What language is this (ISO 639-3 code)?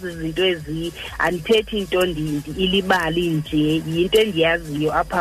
xho